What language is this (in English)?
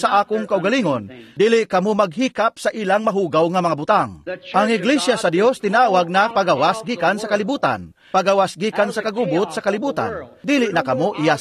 Cebuano